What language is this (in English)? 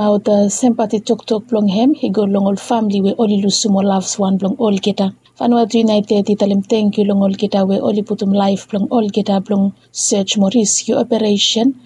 Bislama